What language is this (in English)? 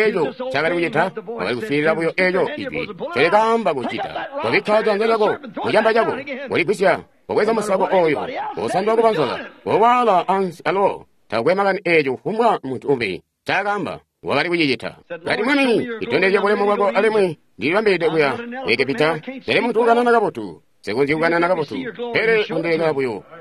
Tonga (Zambia)